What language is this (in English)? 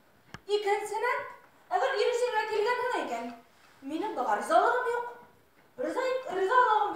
Bashkir